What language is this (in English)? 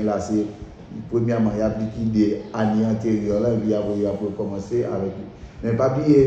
Haitian Creole